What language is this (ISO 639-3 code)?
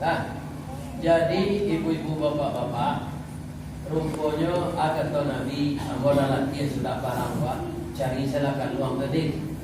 min